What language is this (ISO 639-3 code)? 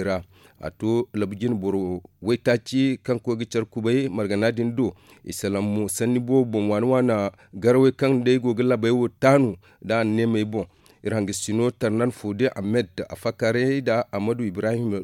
dje